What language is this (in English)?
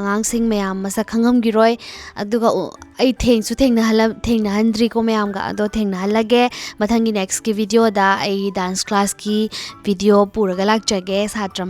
Manipuri